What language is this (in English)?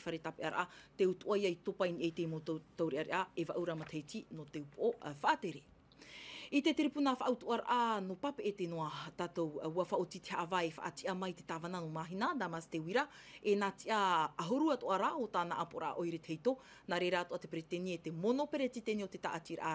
Tahitian